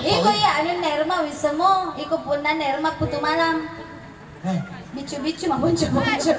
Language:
Buginese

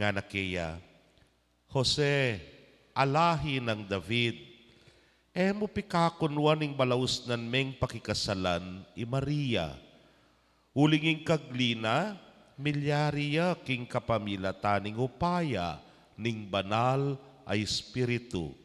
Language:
Pampanga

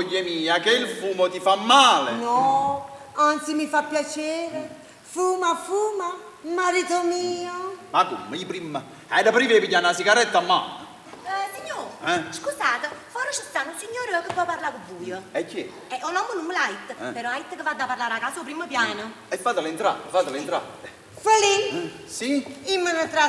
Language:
Neapolitan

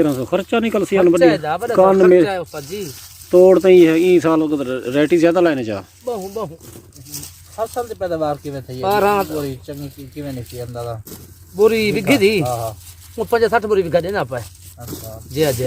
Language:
Saraiki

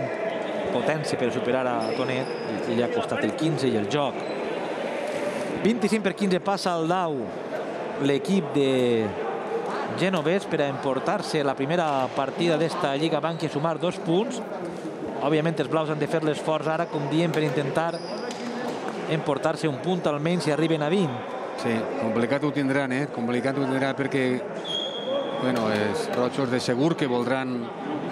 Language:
Catalan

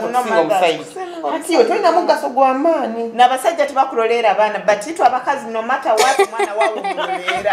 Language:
Nyoro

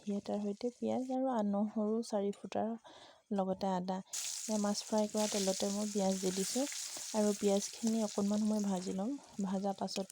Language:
Assamese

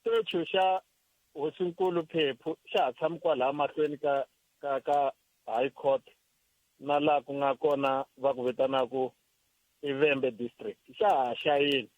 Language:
Tsonga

